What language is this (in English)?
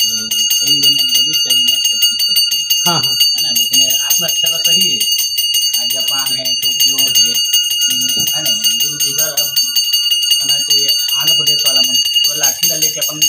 Chhattisgarhi